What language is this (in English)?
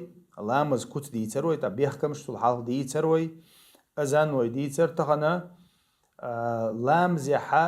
Chechen